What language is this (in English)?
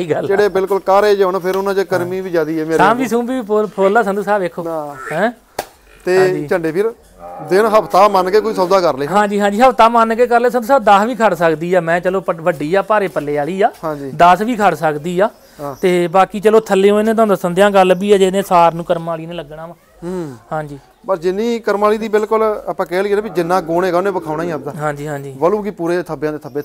Punjabi